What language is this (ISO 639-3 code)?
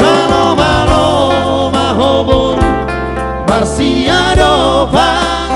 bbc